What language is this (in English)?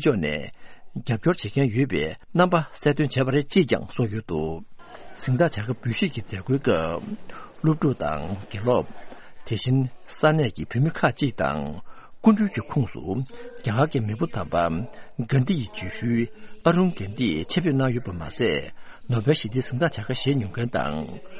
Tibetan